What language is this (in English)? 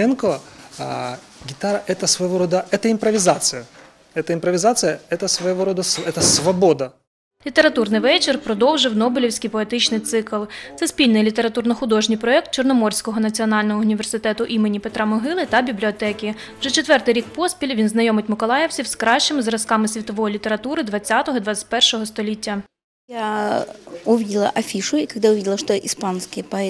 Ukrainian